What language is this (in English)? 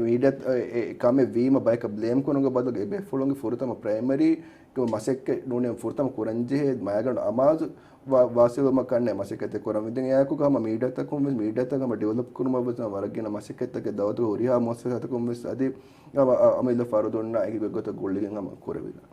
Divehi